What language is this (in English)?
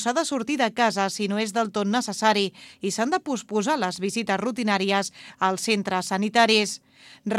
Catalan